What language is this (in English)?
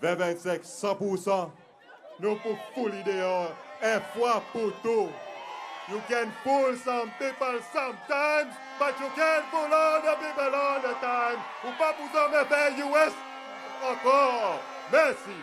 Seselwa Creole French